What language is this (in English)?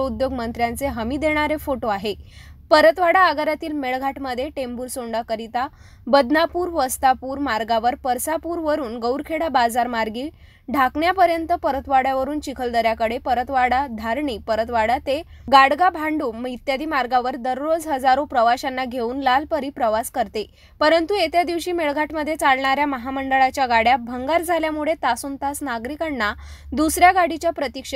Marathi